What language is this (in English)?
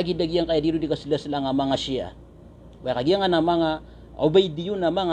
Maranao